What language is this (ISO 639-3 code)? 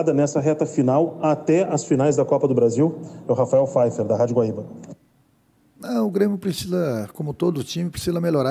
por